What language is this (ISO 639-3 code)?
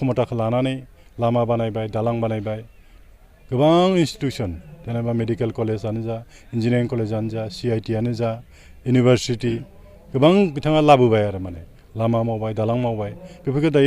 brx